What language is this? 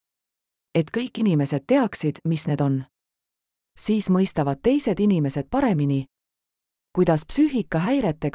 Estonian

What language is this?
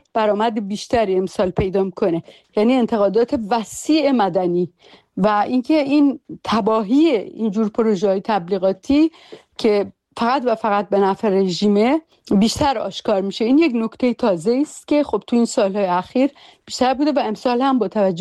Persian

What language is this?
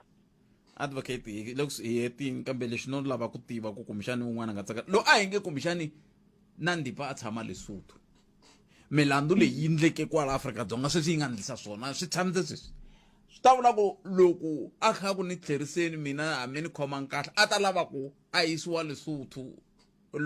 Tsonga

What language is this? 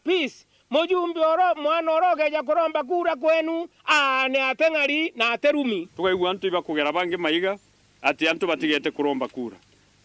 Meru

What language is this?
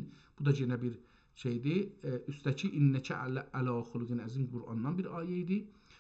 South Azerbaijani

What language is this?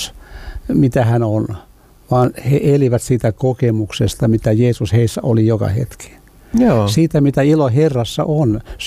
Finnish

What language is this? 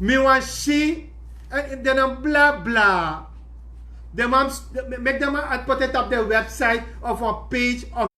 Sranan Tongo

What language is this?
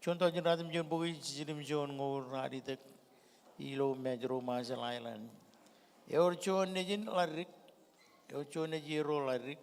Marshallese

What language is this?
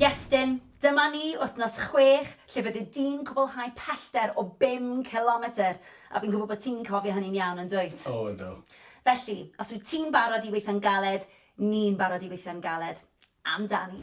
Welsh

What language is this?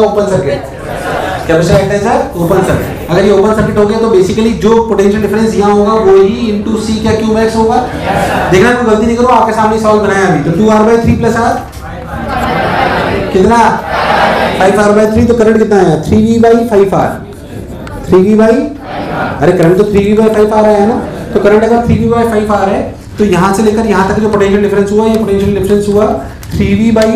Hindi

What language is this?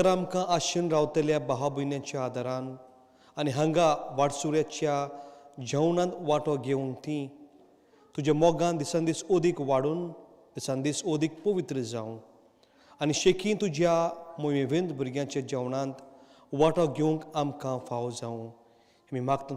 Konkani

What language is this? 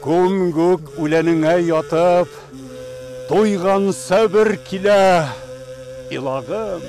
Bashkir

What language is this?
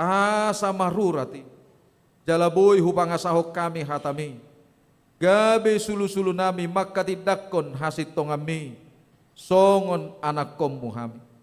Batak Toba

